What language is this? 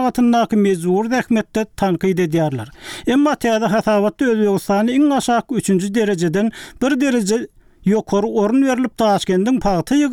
Turkmen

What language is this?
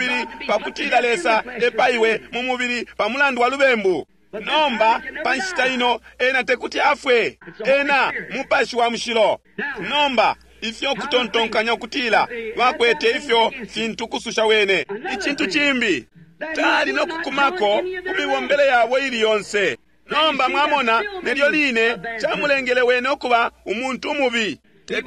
Bemba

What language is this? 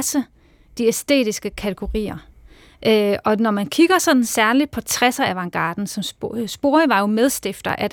Danish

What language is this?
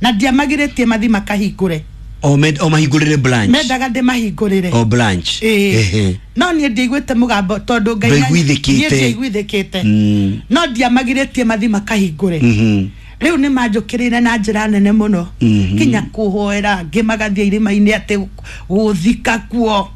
Kikuyu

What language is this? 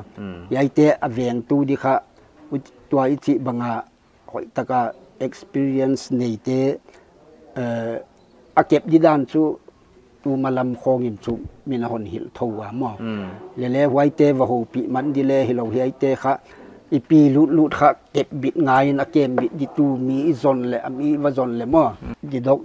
Paite Chin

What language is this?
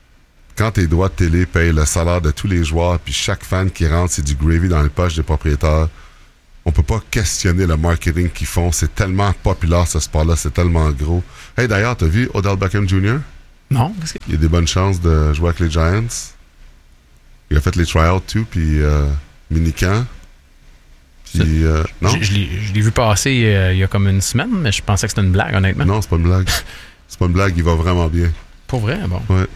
French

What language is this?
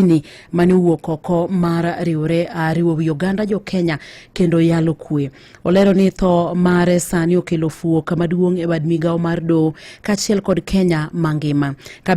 Luo (Kenya and Tanzania)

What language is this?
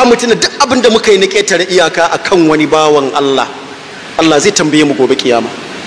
Hausa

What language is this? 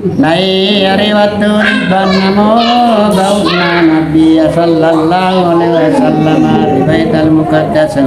Makasar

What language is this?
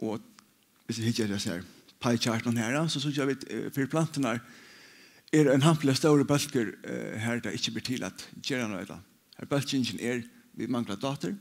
Faroese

